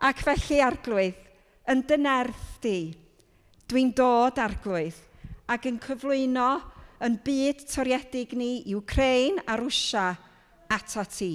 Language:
Welsh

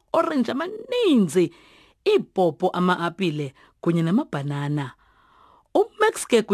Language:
Xhosa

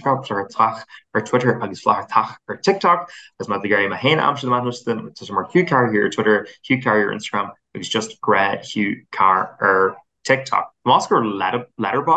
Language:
Irish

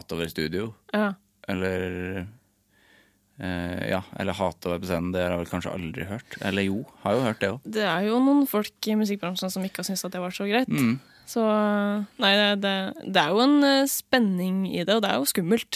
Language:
Norwegian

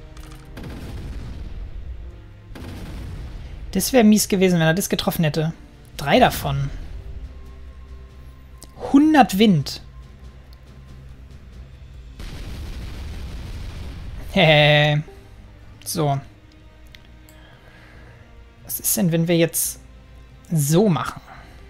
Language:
German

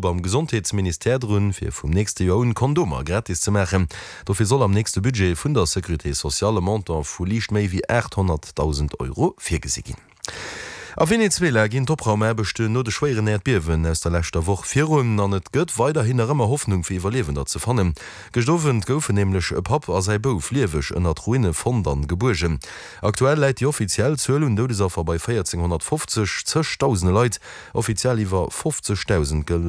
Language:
Luxembourgish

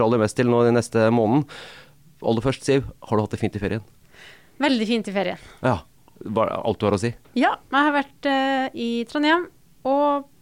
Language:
Norwegian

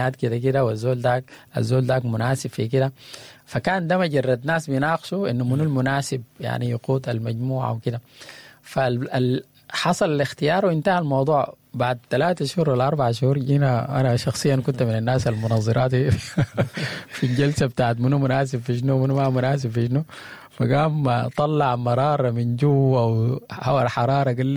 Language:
Sudanese Arabic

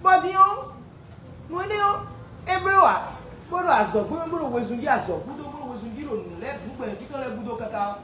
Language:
Fon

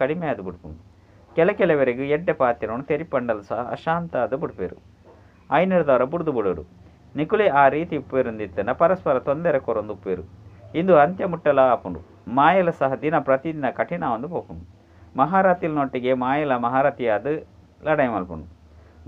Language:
Tulu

